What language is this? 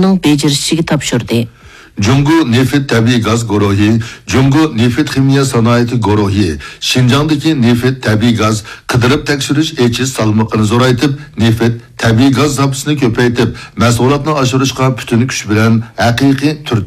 Uyghur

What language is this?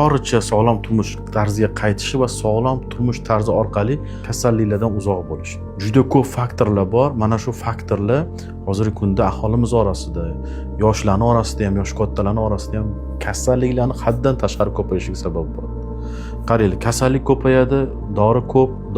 Uzbek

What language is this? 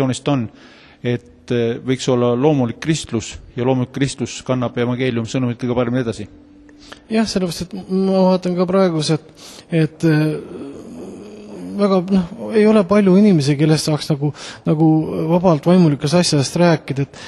Estonian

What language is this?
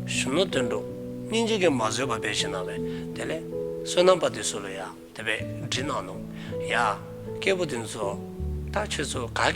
Dzongkha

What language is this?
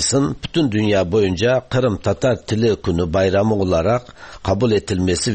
Tatar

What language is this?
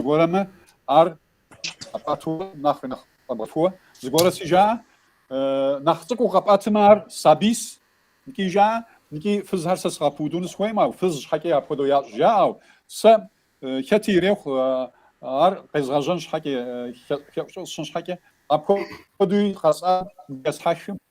Kabardian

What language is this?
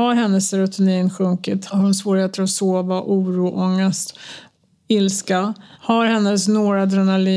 Swedish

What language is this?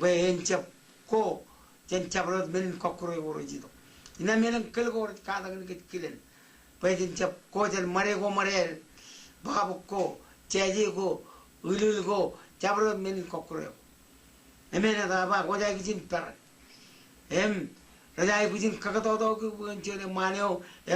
Marshallese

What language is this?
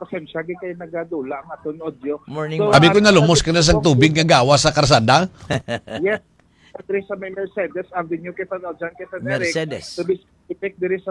Hiligaynon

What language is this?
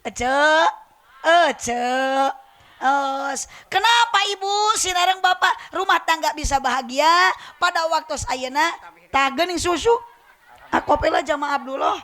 Sundanese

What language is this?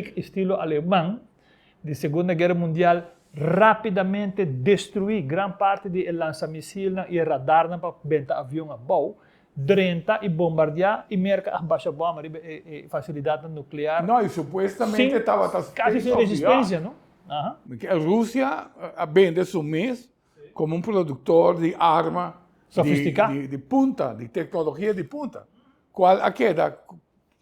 Papiamento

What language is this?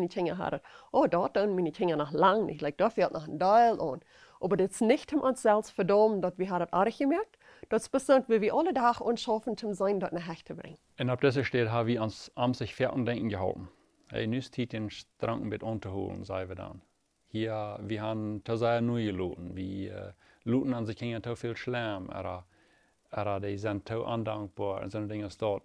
Plautdietsch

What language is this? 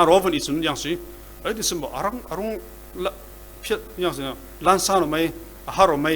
Falam Chin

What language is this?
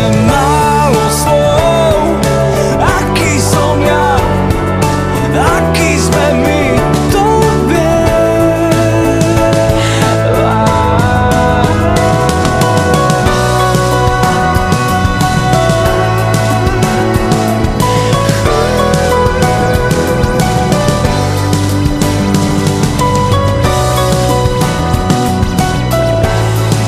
Slovak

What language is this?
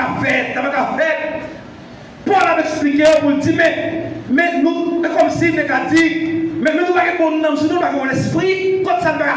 Haitian Creole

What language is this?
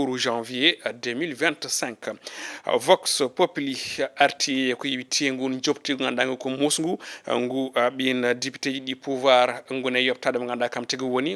Fula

